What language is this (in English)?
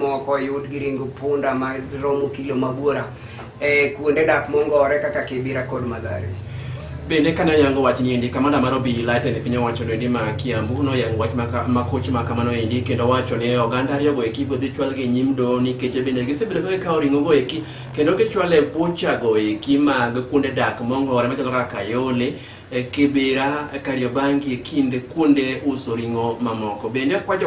Luo (Kenya and Tanzania)